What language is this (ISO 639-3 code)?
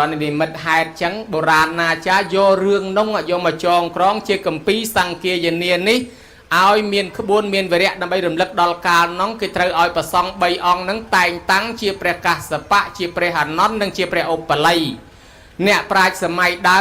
khm